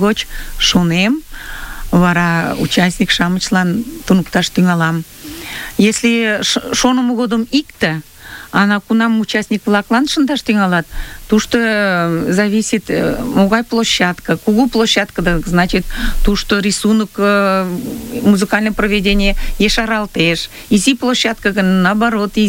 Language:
Mari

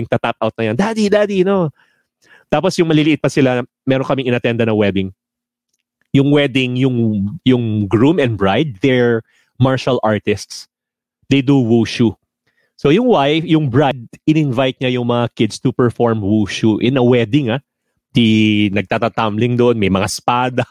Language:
Filipino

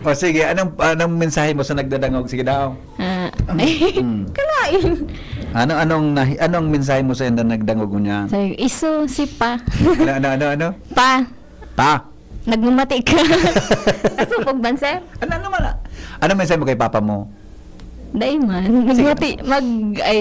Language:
Bikol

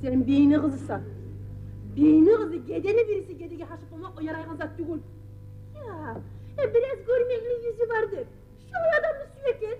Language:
Kumyk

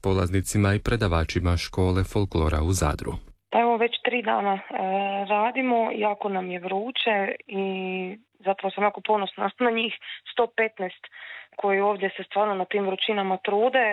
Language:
Croatian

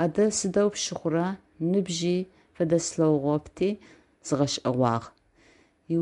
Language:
Adyghe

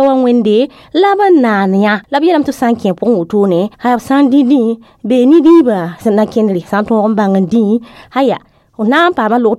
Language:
Mossi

